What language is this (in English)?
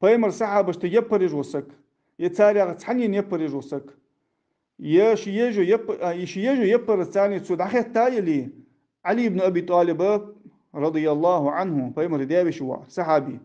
Ingush